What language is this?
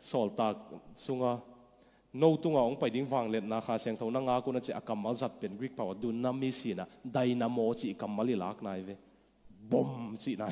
Tedim Chin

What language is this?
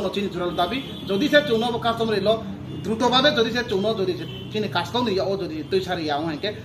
Riang (India)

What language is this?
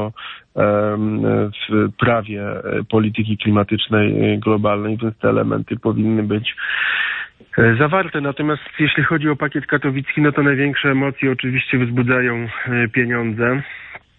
Polish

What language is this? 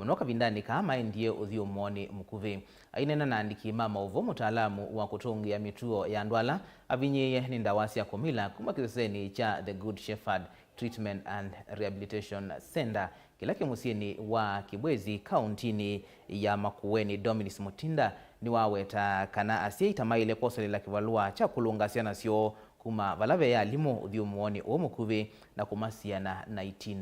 Kamba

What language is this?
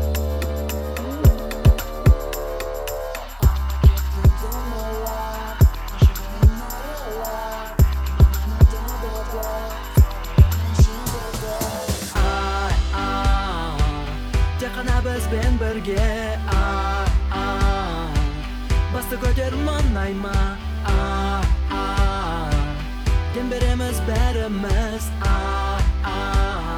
Kazakh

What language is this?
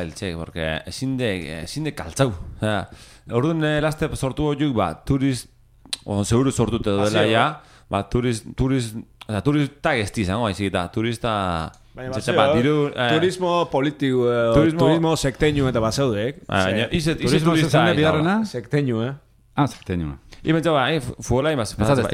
Basque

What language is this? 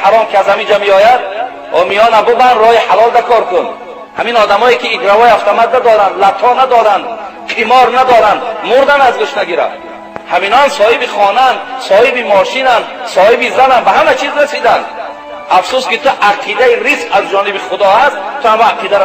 Tajik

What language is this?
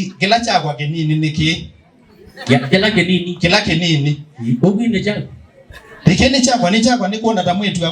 Kamba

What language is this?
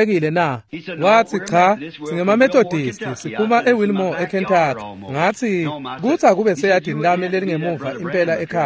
Swati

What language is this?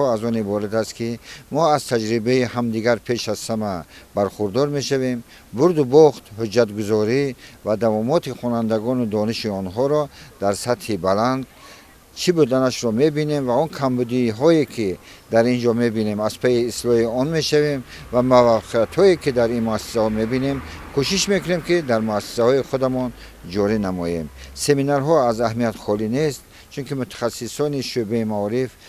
Tajik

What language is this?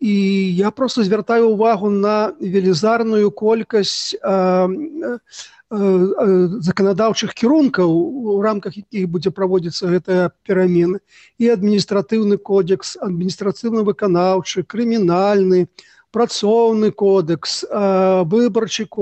Belarusian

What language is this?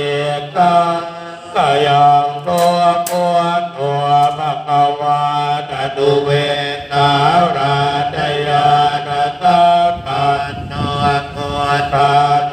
Pali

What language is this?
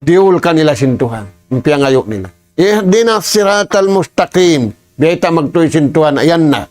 Tausug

